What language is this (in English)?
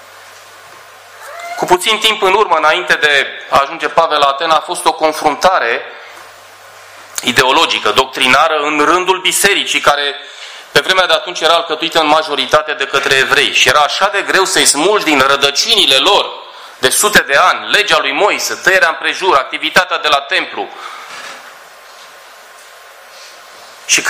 Romanian